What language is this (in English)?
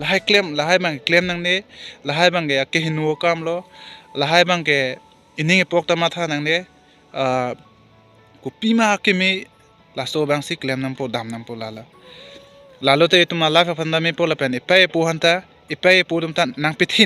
Karbi